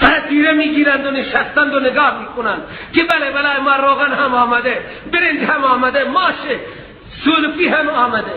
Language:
Persian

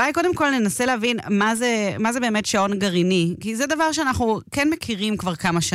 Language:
Hebrew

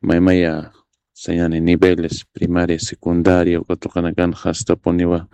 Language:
Aymara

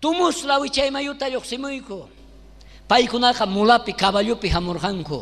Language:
South Bolivian Quechua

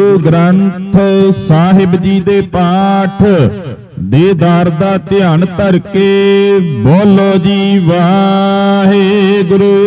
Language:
Punjabi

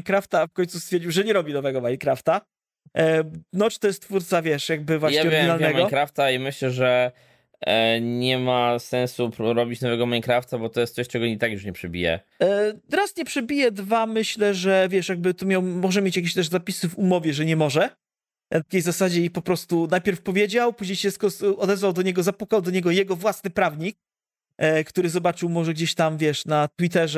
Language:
Polish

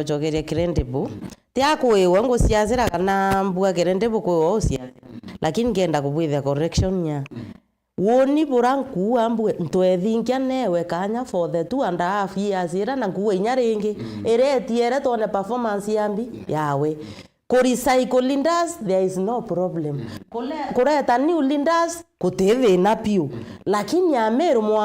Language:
Meru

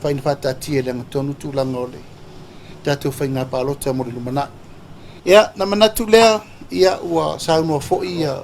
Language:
Samoan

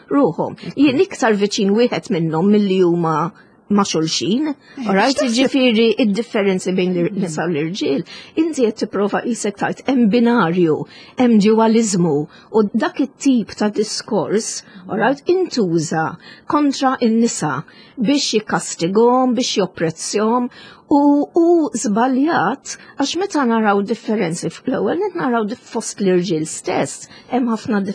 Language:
Maltese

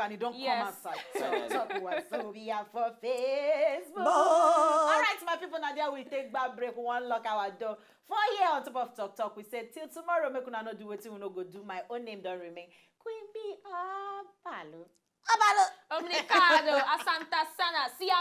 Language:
Nigerian Pidgin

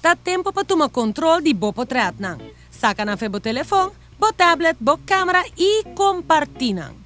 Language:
Papiamento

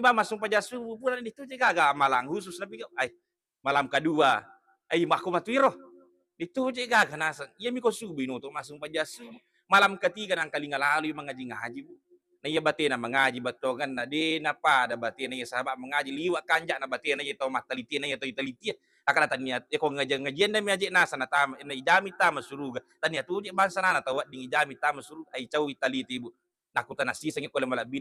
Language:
Buginese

